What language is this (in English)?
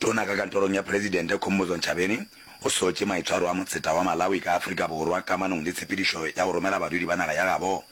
Northern Sotho